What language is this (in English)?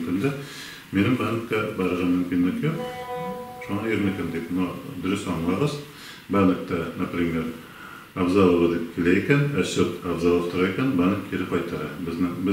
Tatar